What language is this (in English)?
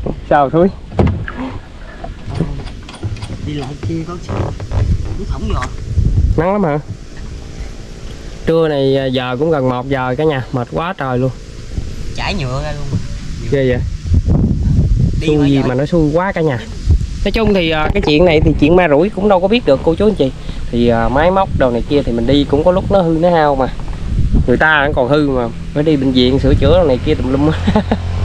Vietnamese